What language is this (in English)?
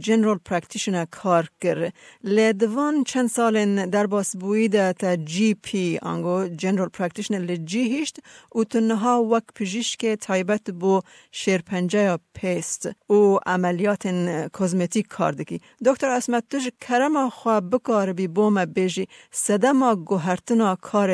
Kurdish